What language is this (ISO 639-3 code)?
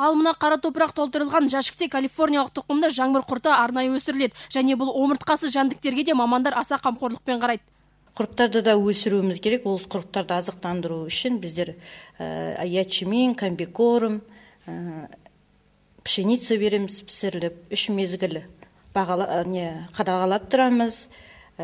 kaz